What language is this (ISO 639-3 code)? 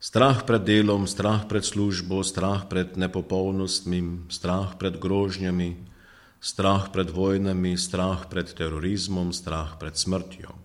slv